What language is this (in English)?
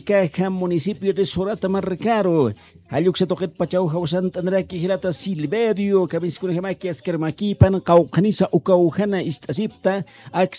Aymara